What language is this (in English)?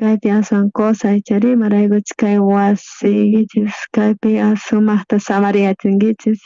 South Bolivian Quechua